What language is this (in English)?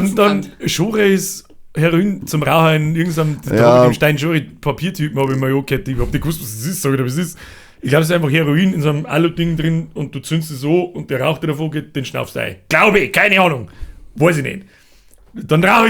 Bavarian